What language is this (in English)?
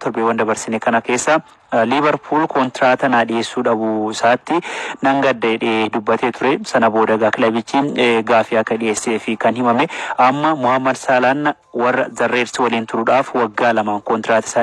Oromo